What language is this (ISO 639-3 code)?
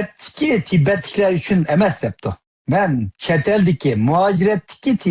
uig